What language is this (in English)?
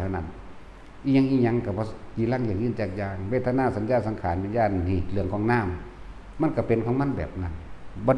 Northeastern Thai